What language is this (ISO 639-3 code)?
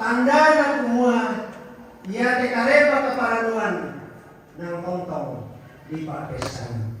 sda